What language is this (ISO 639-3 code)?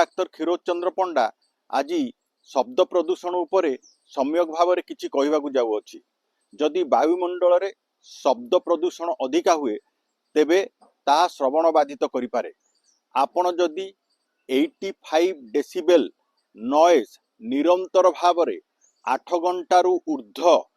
ori